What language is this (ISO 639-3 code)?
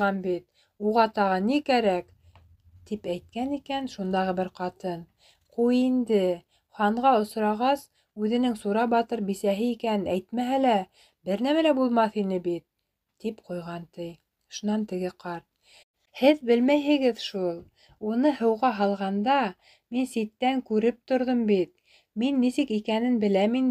bak